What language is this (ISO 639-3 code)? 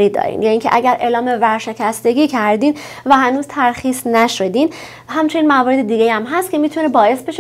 fas